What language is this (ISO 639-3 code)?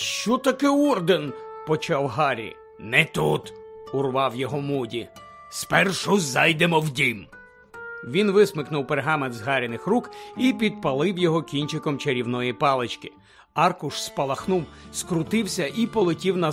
ukr